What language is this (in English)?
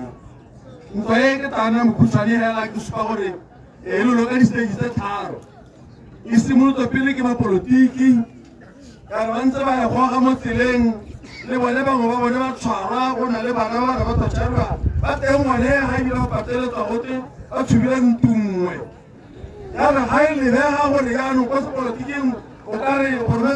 Tswana